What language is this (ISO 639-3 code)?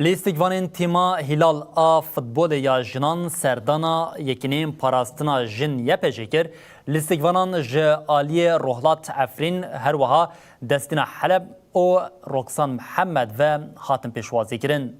kur